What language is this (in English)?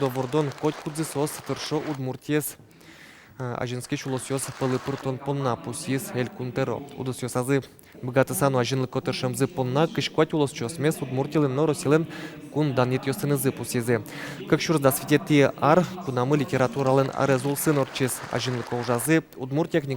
Udmurt